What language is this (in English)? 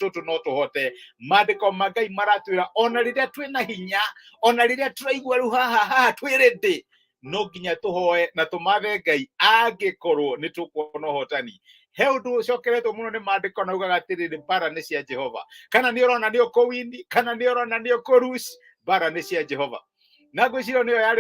Kikuyu